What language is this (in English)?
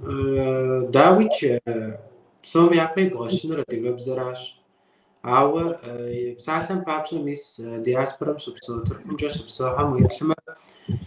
Kabardian